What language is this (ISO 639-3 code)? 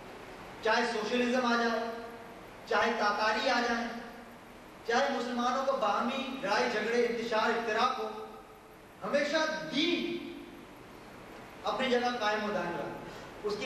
urd